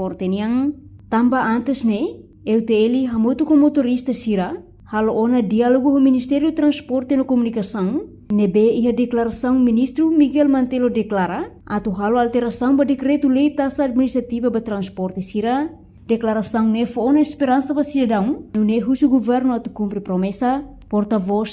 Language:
Tetum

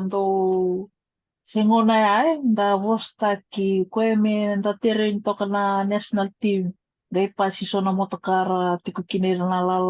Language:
Fijian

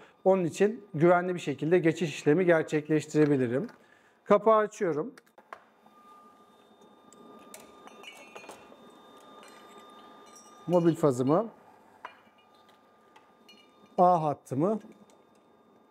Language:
Turkish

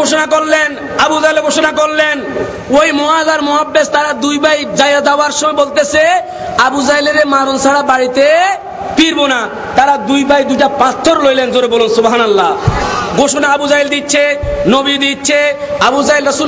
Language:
Bangla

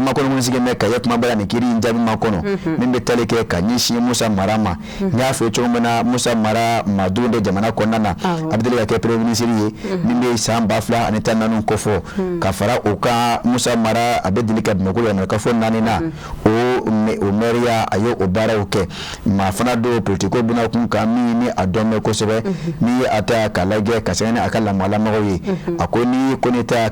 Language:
Bambara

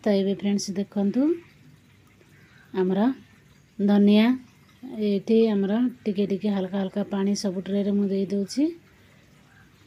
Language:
Odia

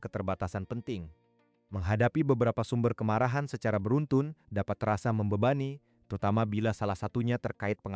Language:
Indonesian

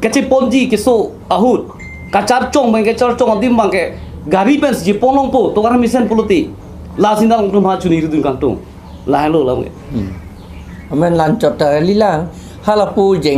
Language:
Karbi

